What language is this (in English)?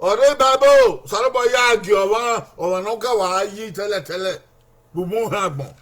Bini